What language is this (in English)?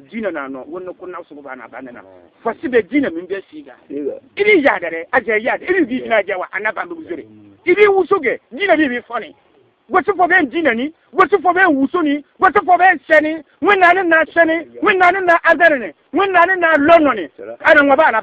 Bissa